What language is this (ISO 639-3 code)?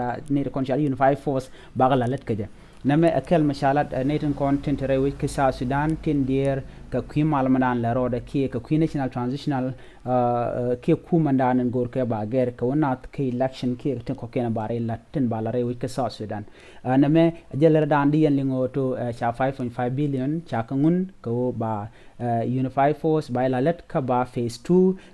nus